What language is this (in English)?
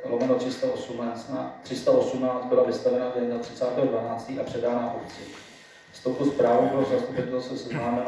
Czech